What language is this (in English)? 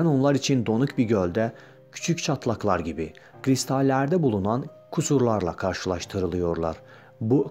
Turkish